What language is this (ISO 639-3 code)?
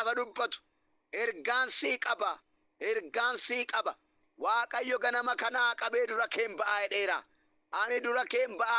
orm